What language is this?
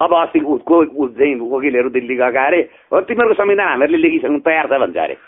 Nepali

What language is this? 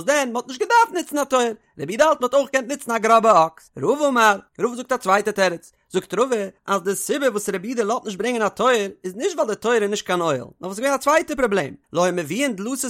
Yiddish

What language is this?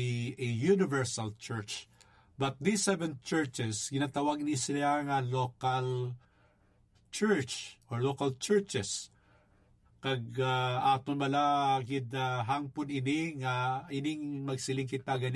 Hiligaynon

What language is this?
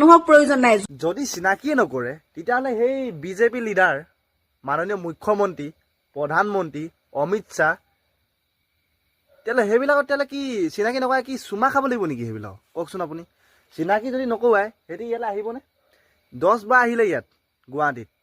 Assamese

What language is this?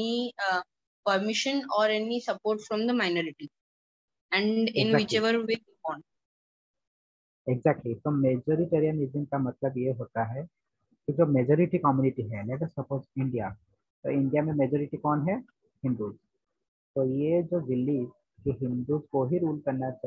Hindi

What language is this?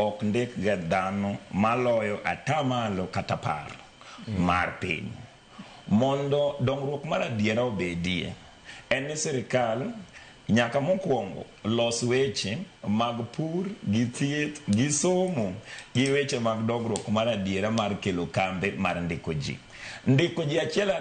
Luo (Kenya and Tanzania)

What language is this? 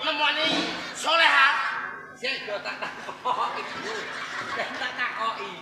Javanese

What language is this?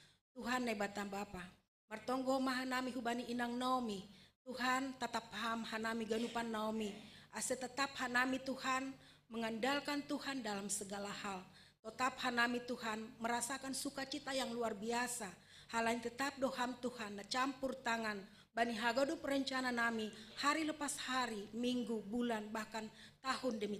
Batak Simalungun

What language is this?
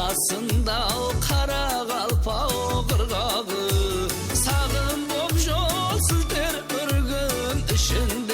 Kara-Kalpak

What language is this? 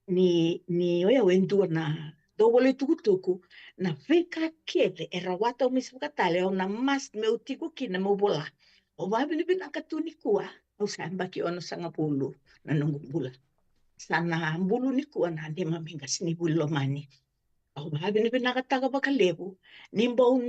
Fijian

